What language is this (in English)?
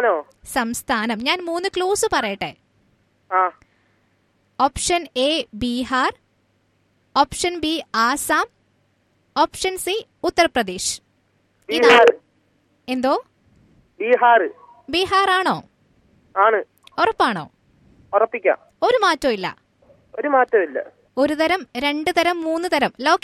Malayalam